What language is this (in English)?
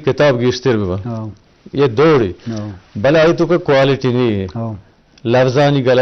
Eastern Balochi